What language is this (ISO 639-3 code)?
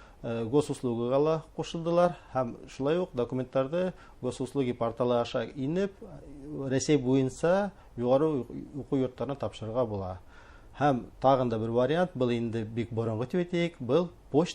bak